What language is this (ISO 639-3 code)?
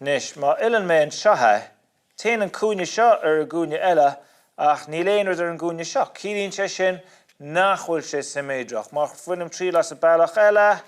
gle